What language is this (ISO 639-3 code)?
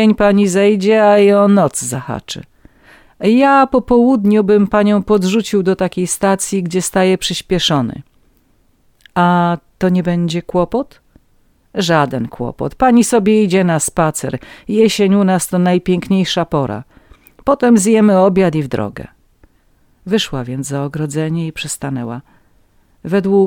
pol